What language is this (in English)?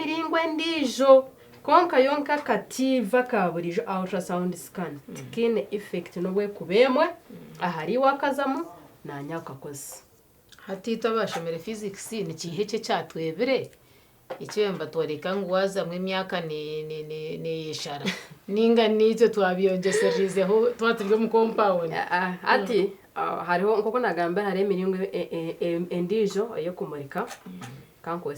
Nyankole